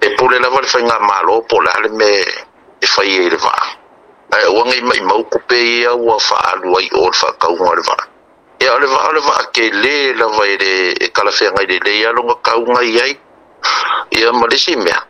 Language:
Samoan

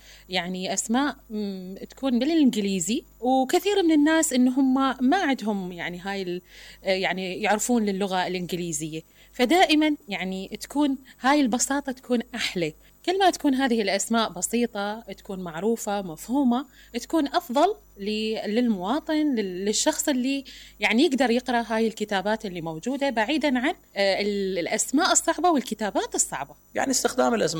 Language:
Mesopotamian Arabic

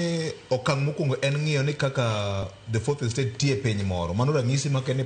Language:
Luo (Kenya and Tanzania)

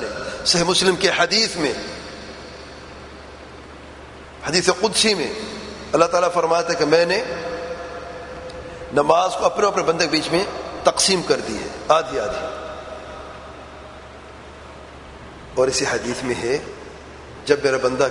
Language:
Urdu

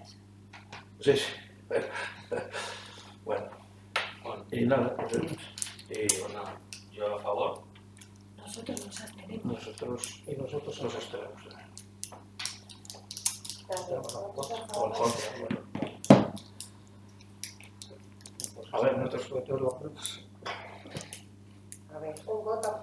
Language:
Spanish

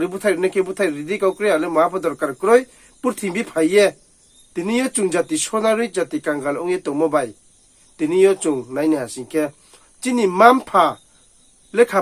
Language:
Riang (India)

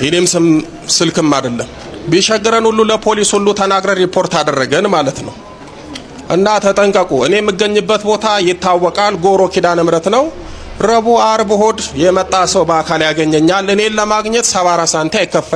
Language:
Amharic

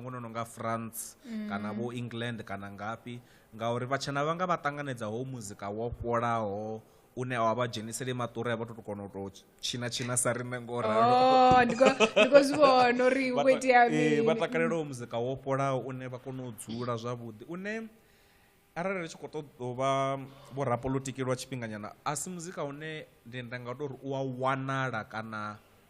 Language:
Venda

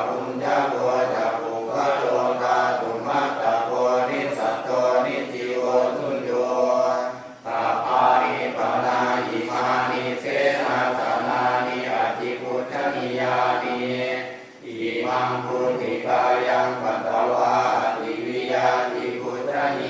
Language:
Pali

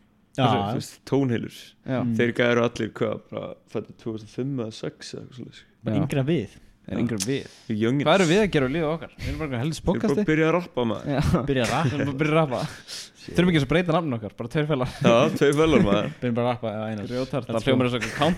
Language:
Icelandic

